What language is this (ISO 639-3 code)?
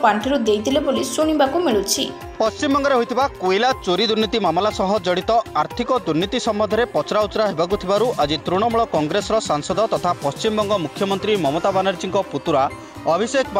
ori